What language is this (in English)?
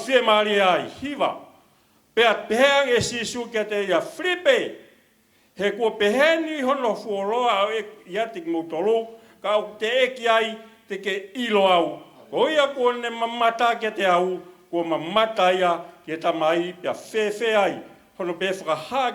Tongan